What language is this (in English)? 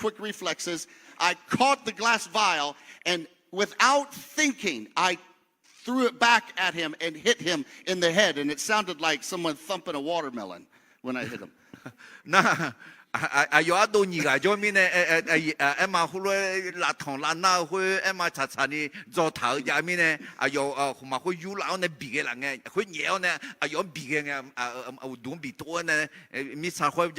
Akha